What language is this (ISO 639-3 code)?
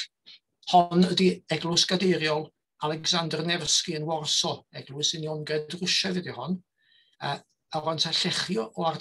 cym